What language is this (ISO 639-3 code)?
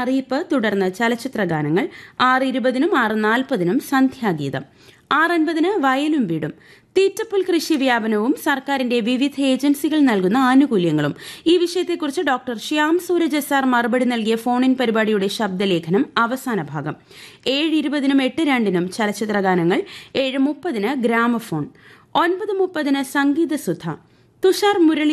mal